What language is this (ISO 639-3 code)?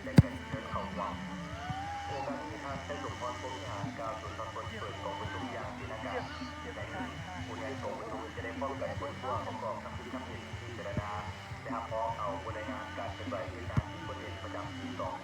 lao